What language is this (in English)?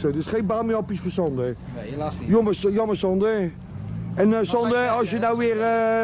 Dutch